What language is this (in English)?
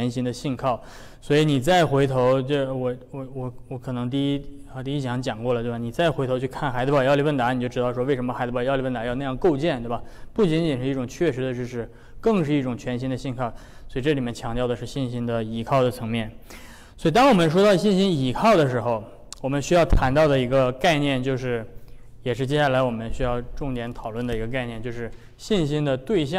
Chinese